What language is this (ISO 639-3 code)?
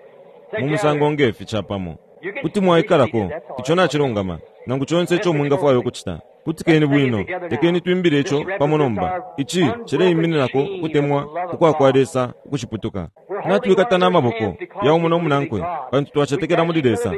bem